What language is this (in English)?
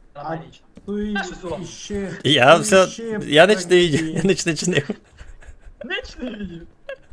Rusyn